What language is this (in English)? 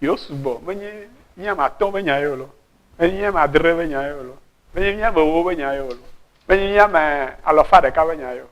Ewe